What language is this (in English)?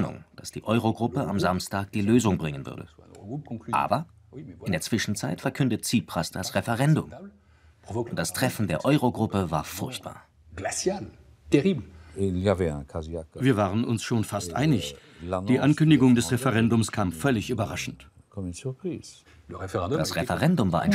German